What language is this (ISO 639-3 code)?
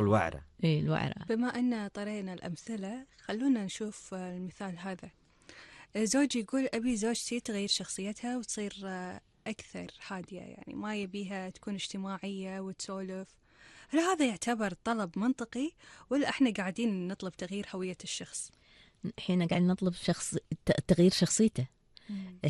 afb